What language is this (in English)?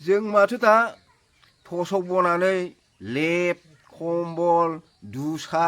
Bodo